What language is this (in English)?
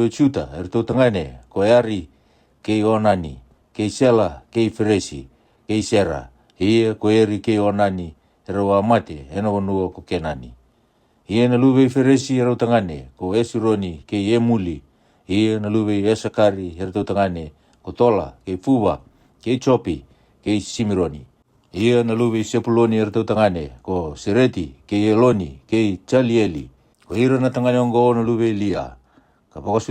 Fijian